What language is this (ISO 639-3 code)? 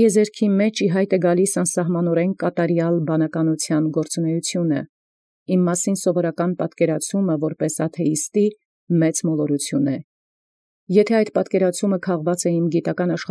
hye